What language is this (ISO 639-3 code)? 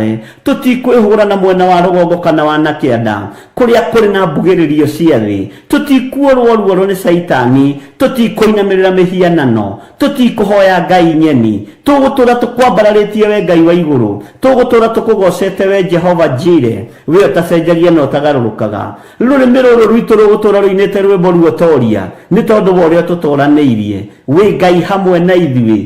kik